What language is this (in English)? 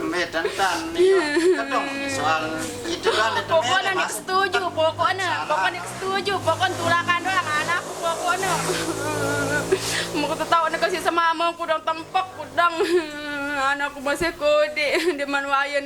Sasak